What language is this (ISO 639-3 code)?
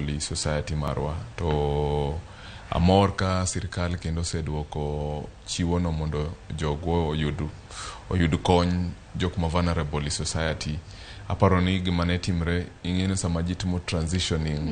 luo